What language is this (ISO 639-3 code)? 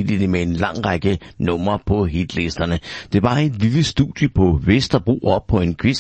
dan